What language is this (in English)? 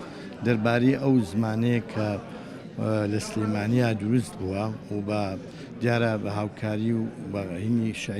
Central Kurdish